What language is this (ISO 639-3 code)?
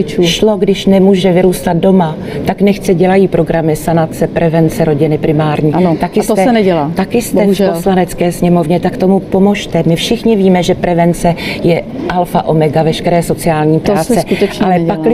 ces